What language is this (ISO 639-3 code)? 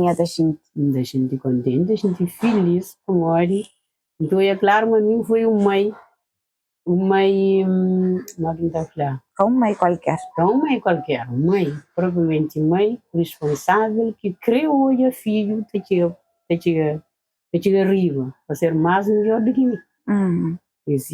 kea